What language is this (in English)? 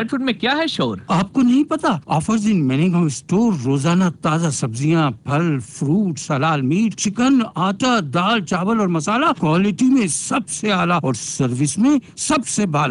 Urdu